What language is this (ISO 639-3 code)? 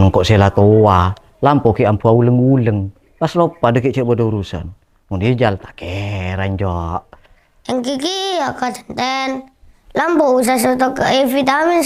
mad